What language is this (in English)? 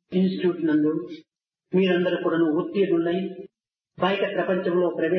Telugu